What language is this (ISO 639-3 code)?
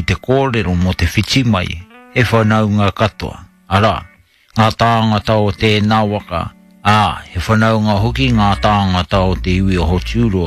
mri